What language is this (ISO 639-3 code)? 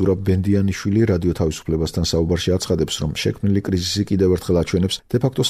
kat